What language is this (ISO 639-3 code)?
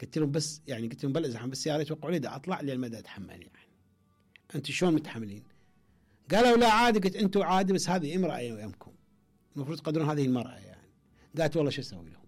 acm